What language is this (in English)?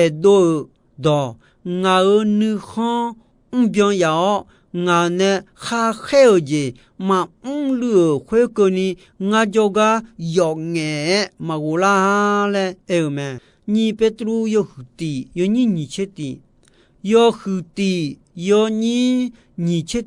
Akha